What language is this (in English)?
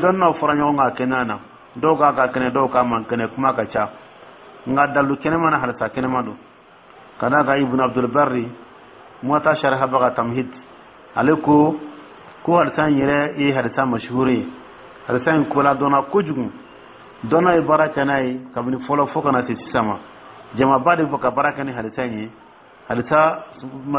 Dyula